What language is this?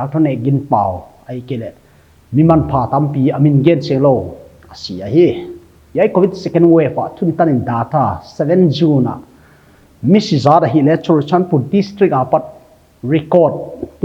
Paite Chin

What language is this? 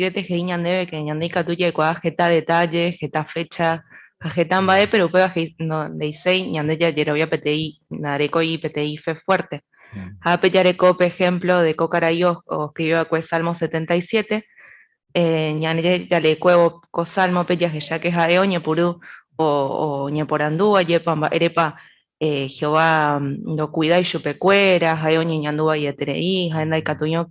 Guarani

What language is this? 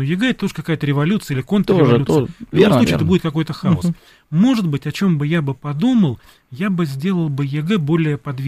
Russian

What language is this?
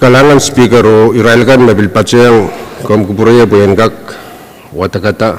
Pohnpeian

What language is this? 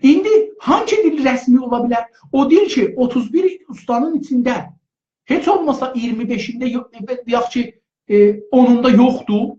South Azerbaijani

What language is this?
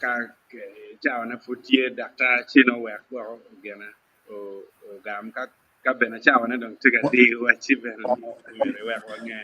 Acoli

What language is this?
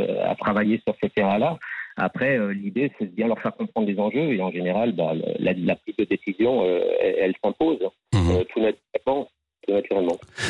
French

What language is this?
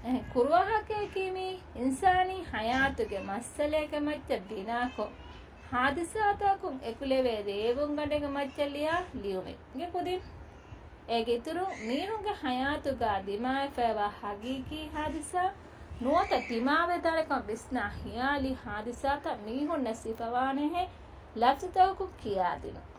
Divehi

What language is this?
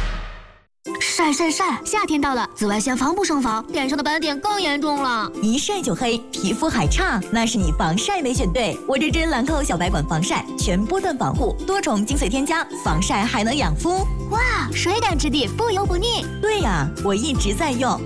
Chinese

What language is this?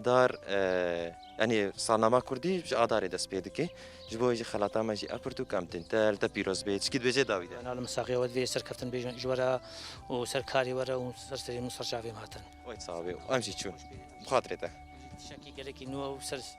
Kurdish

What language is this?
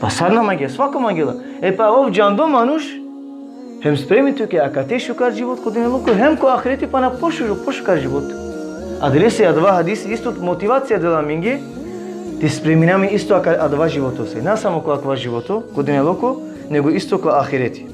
Balkan Romani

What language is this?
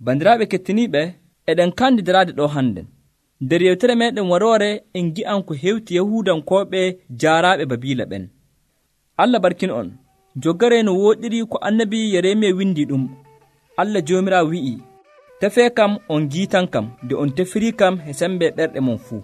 Nigerian Fulfulde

